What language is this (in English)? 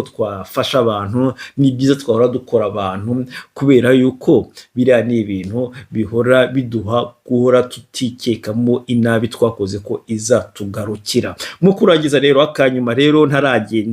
Kinyarwanda